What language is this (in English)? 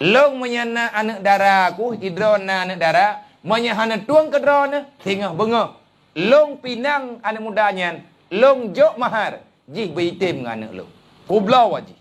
Achinese